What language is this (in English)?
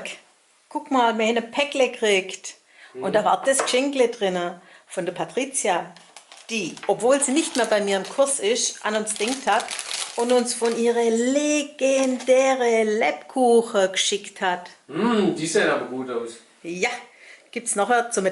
Swabian